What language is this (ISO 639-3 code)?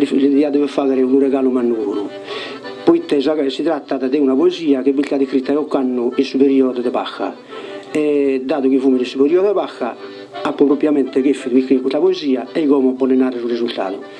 srd